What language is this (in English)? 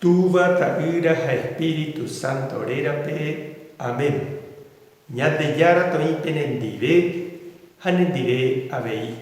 Guarani